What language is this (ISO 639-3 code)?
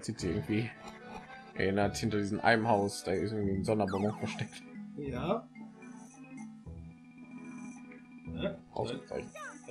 deu